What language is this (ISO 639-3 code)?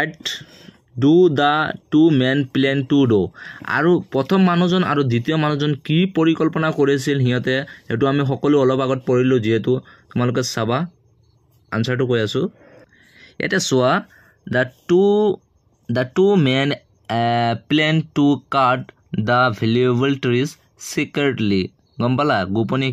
asm